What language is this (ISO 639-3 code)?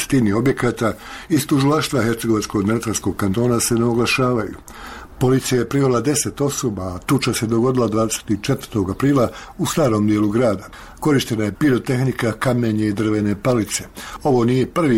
bos